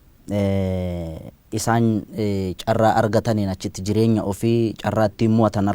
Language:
Oromo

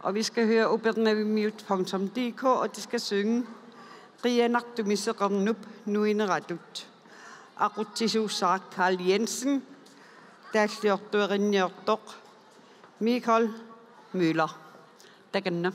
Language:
Kalaallisut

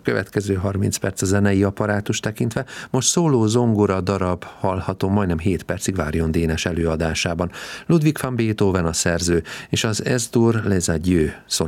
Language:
Hungarian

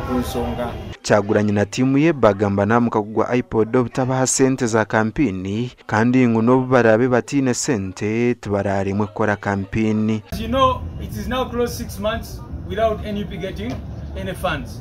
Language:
Nyankole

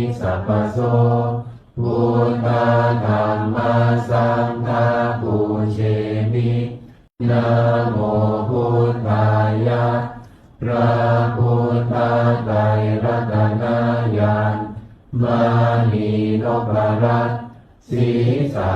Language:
Pali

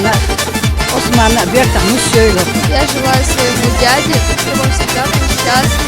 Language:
Chechen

